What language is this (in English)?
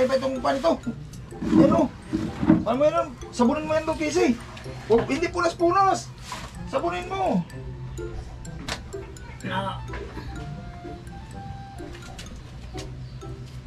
Filipino